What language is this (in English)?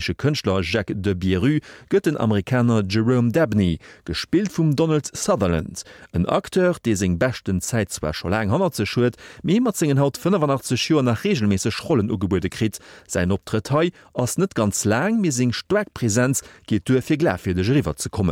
Luxembourgish